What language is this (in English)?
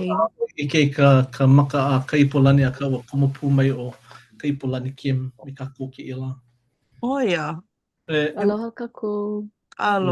Hawaiian